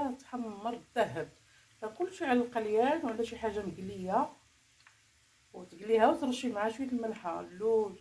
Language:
Moroccan Arabic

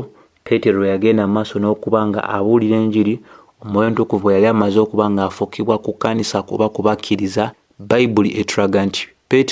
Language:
Ganda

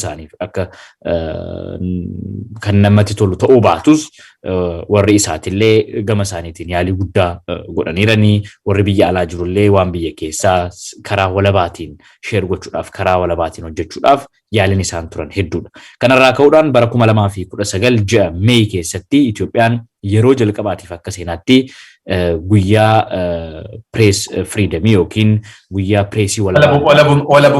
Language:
Oromo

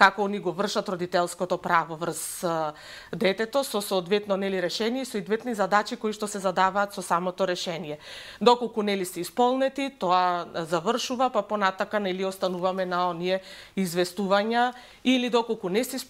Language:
Macedonian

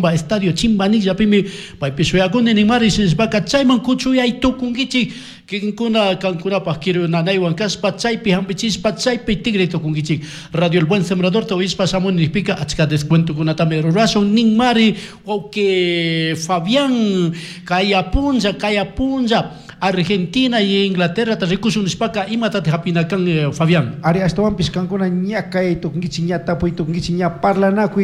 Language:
Chimborazo Highland Quichua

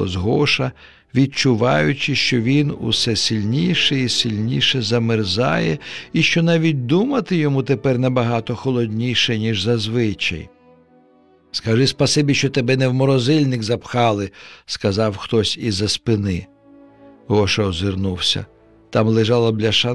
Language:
Ukrainian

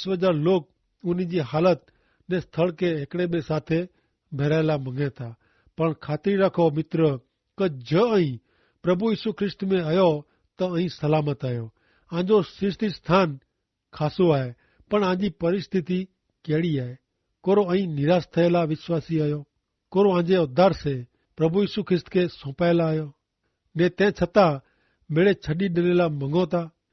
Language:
Kachhi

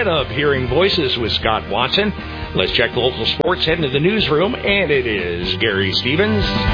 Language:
English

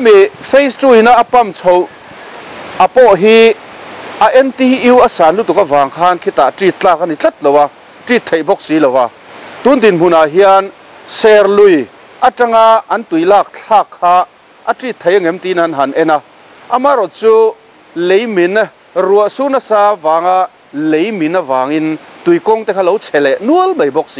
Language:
Mizo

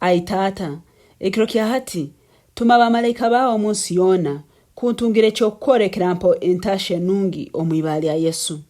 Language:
Nyankole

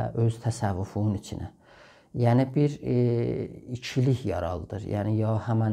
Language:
South Azerbaijani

